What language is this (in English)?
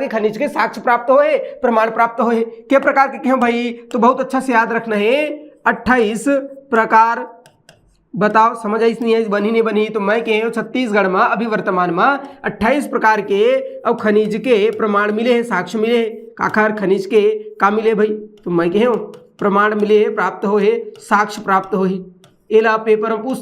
Chhattisgarhi